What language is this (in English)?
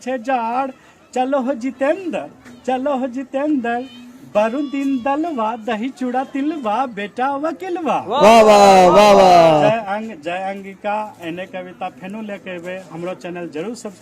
Angika